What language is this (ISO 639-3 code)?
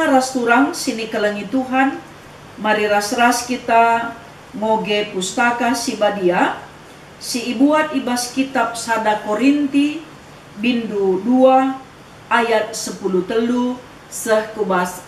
btx